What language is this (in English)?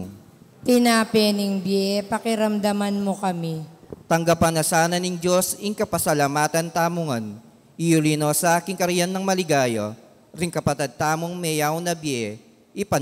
Pampanga